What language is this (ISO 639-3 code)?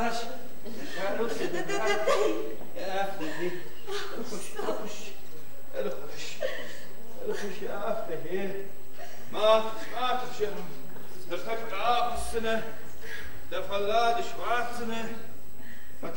oss